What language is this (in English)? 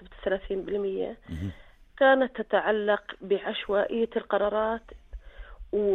North Levantine Arabic